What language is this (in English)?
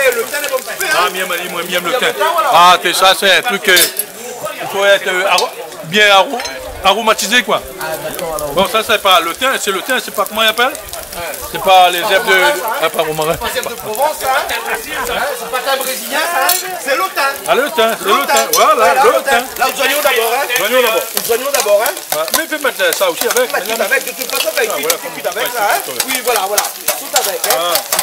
Réunion Creole French